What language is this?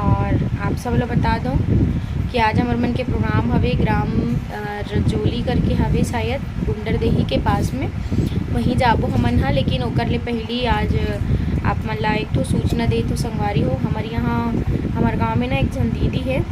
Chhattisgarhi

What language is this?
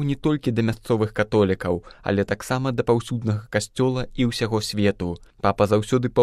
Belarusian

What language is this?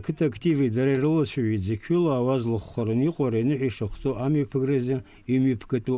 Abkhazian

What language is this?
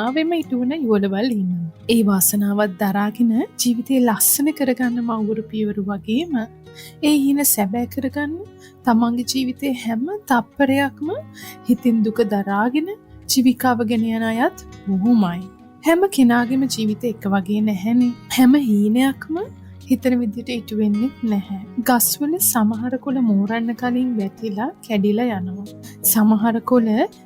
Sinhala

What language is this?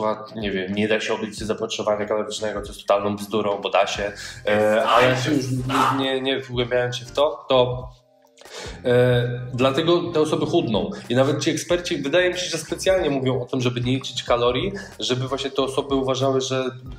Polish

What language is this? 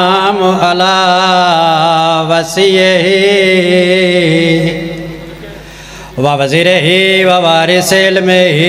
Urdu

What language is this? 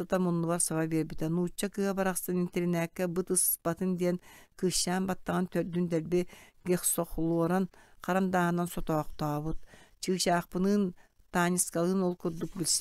Yakut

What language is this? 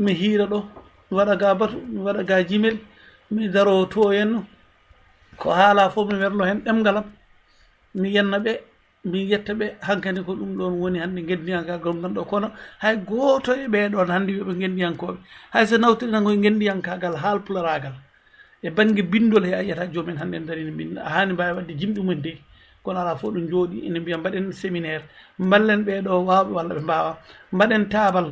Fula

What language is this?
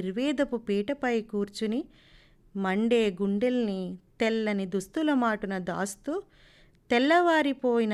Telugu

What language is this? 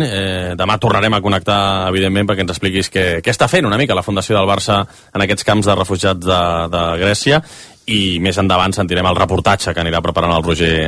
Catalan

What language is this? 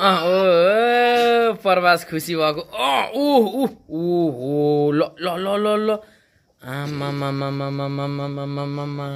Nepali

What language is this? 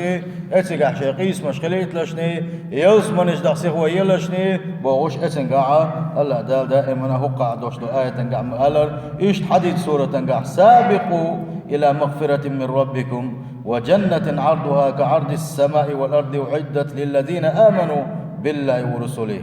Chechen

